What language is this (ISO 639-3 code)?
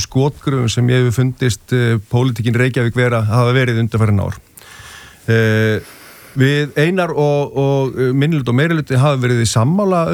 isl